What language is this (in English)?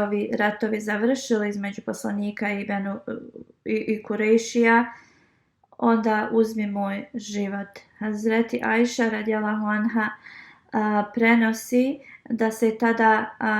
Bosnian